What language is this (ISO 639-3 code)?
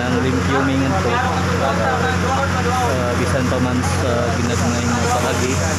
ceb